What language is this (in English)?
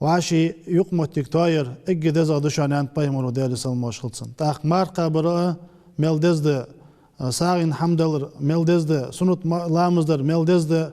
Ingush